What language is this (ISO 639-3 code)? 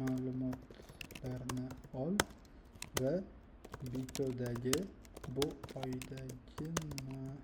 uzb